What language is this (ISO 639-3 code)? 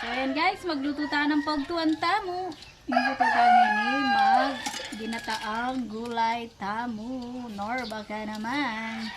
pam